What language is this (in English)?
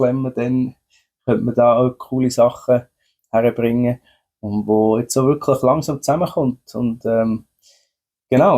Swiss German